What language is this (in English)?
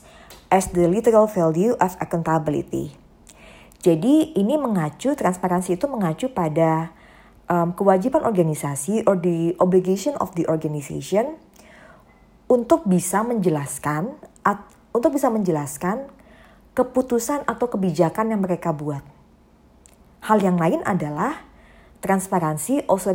Indonesian